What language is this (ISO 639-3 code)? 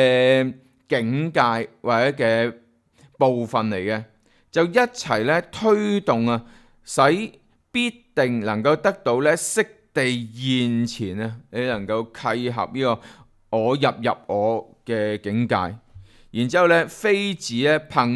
yue